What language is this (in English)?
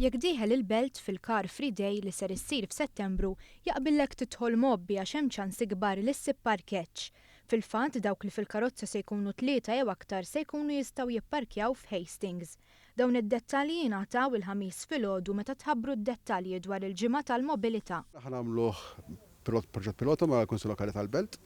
Maltese